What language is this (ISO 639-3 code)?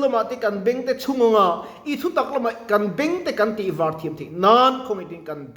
lus